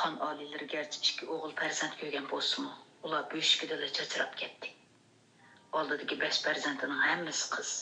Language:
Uyghur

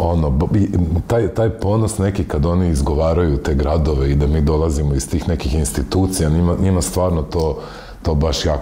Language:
Croatian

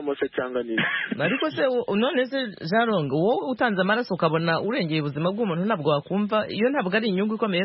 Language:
Kinyarwanda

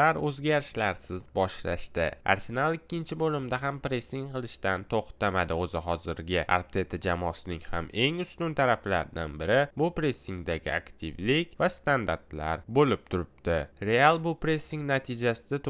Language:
Uzbek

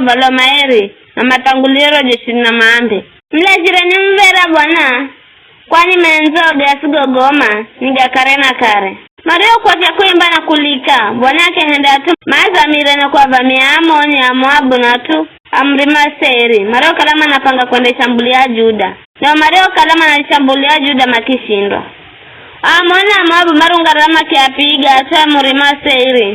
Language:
Giryama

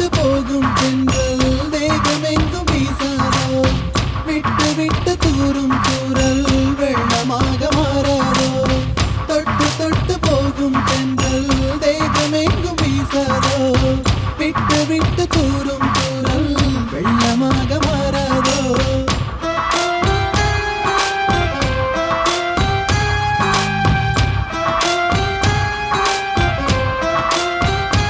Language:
Tamil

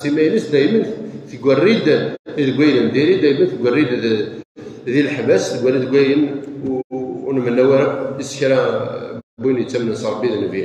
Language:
Kabyle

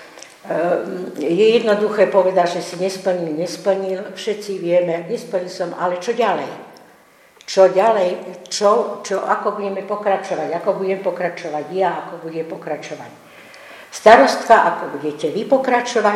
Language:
Slovak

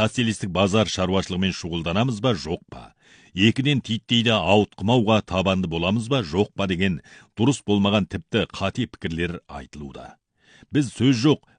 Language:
Kazakh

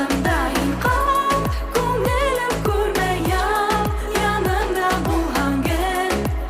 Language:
Bashkir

